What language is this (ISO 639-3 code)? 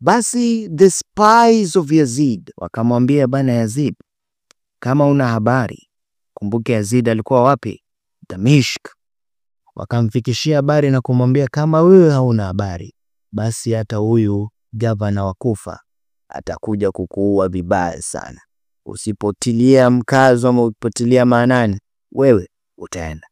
swa